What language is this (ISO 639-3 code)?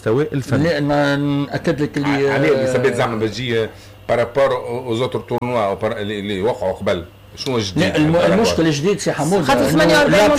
aeb